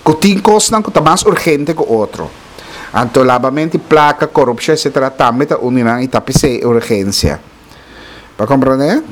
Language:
Papiamento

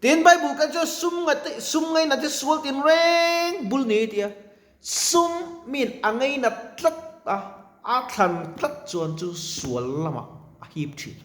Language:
Mizo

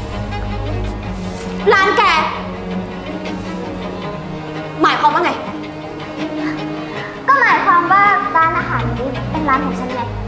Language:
Thai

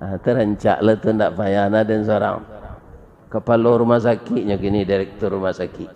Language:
Minangkabau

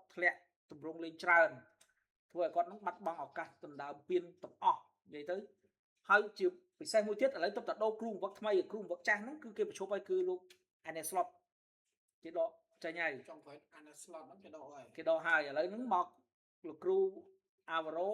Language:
Khmer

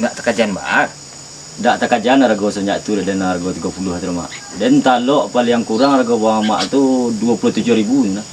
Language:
Minangkabau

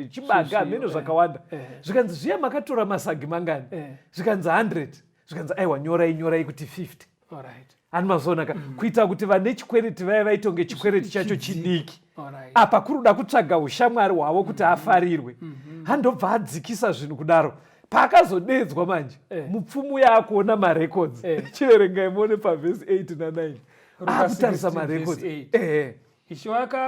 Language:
Shona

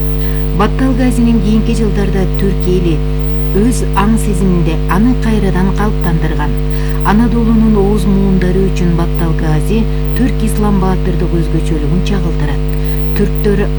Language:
Kyrgyz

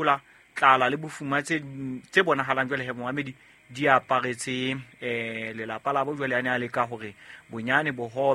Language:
Southern Sotho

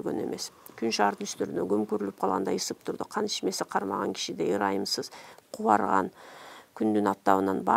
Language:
Kyrgyz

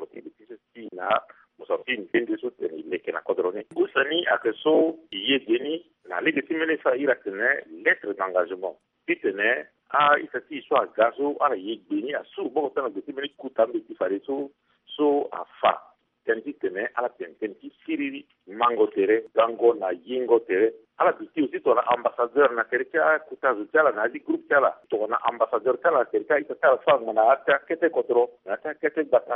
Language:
Sango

